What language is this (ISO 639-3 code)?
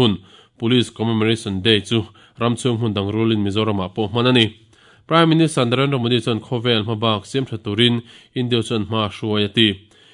lus